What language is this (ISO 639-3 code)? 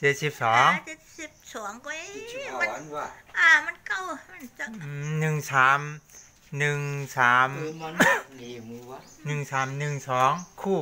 shn